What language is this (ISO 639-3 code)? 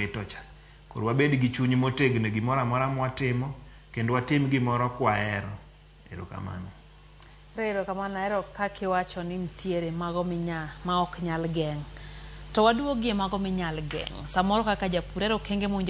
luo